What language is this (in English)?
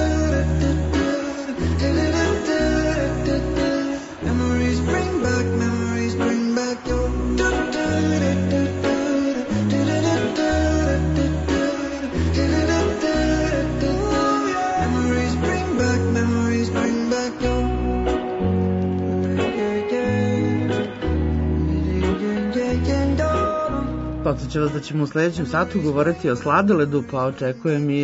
Serbian